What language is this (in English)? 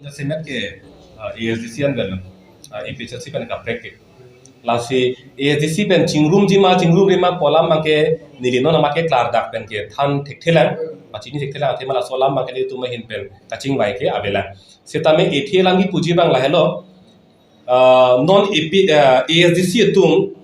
Karbi